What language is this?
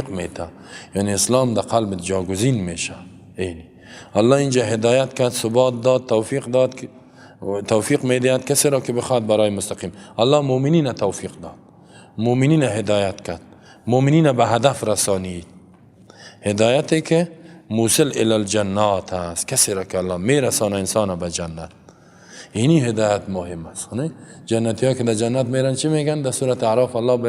Persian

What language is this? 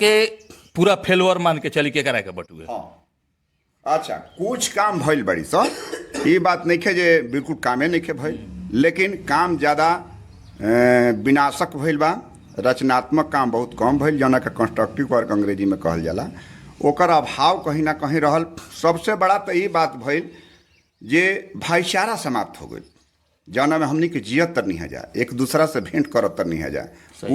Bhojpuri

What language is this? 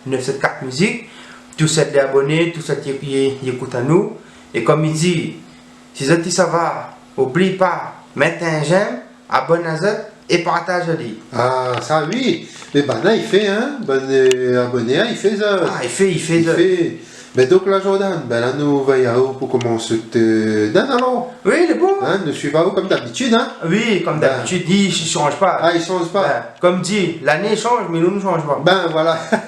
Réunion Creole French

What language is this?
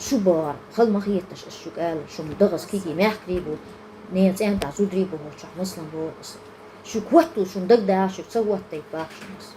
Chechen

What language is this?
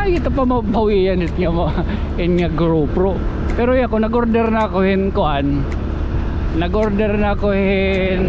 Waray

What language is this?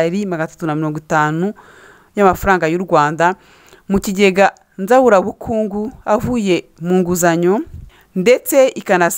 Kinyarwanda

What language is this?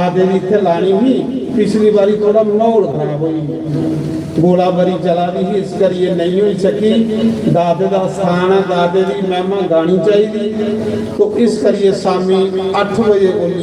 Dogri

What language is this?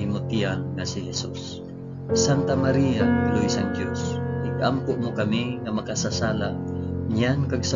Hiligaynon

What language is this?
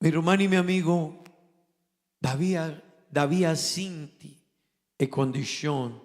Papiamento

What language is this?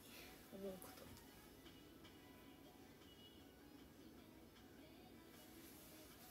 Japanese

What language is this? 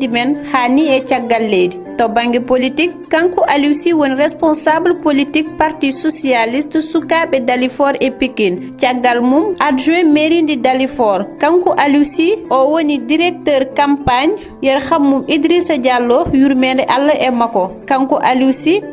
Fula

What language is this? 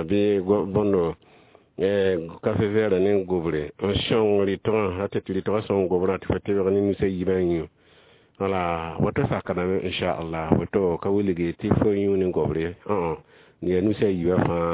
Mossi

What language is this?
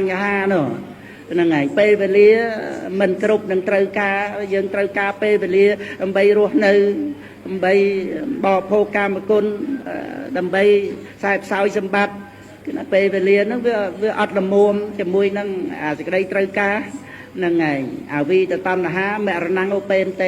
Khmer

